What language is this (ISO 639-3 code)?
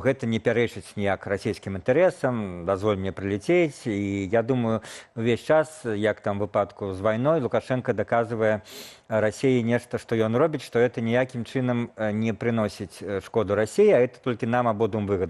bel